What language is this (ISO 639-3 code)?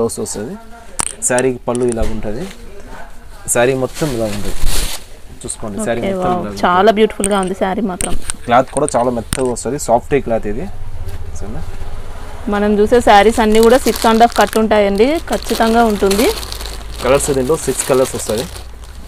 tel